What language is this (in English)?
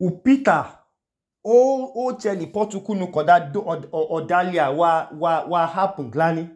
Idoma